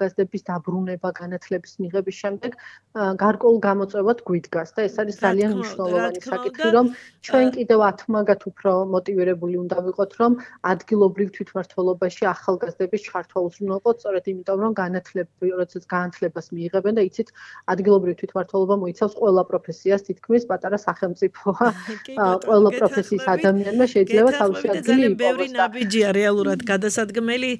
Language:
Georgian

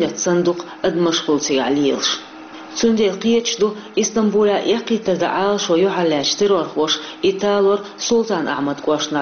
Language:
Chechen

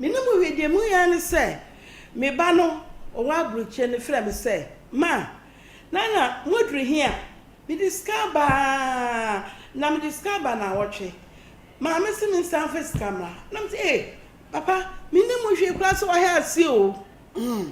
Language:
Akan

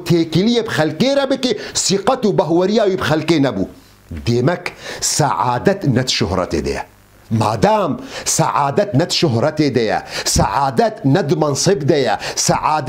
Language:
Kurdish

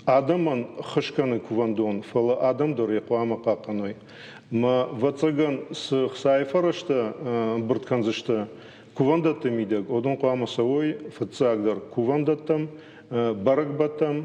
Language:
Ossetic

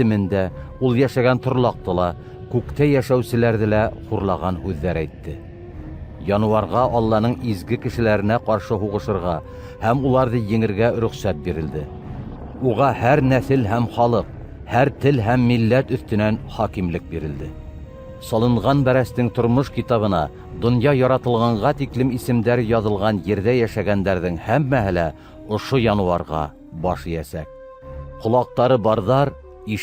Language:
Bashkir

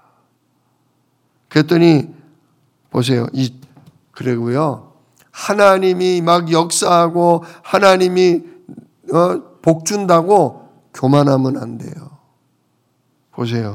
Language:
Korean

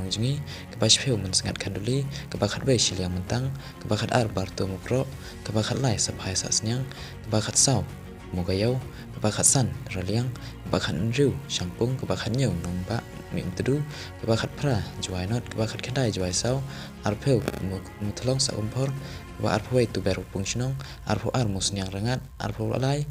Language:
Khasi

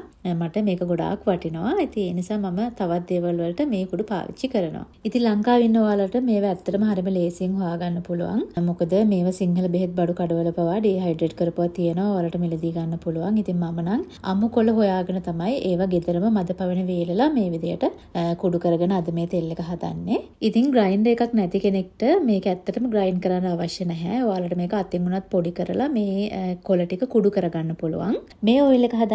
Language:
Sinhala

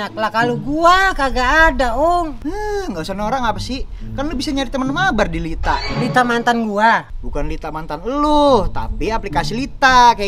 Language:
Betawi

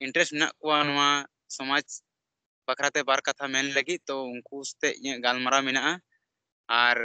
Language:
Santali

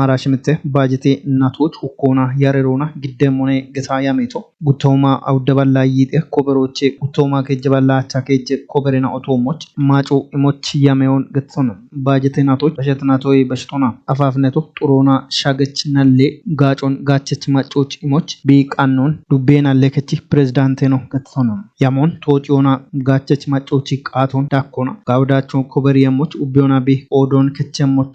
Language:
Kafa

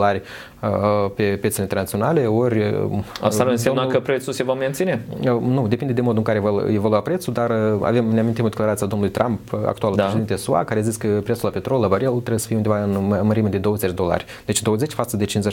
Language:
Romanian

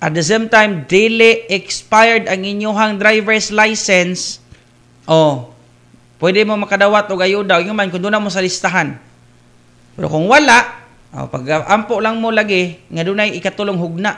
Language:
Cebuano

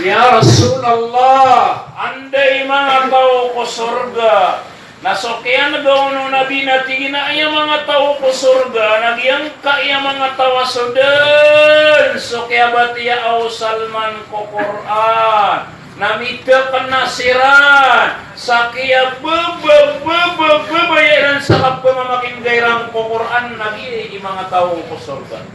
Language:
Maranao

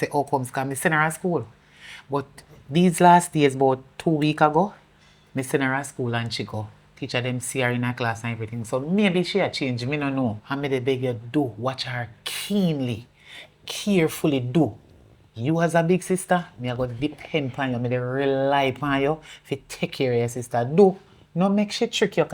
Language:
Jamaican Creole English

